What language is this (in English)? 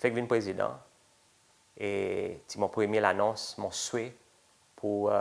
Seselwa Creole French